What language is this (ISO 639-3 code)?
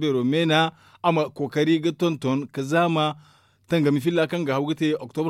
dje